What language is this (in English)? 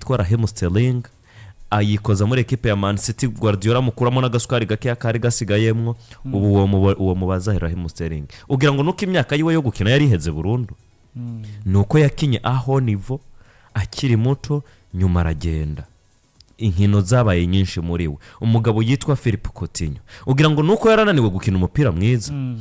Rundi